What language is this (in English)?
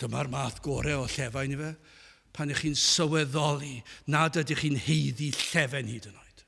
Welsh